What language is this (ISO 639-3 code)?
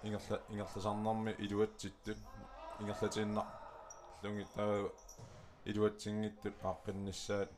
kal